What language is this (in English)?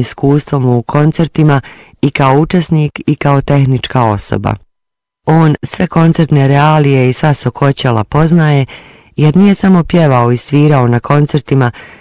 Bosnian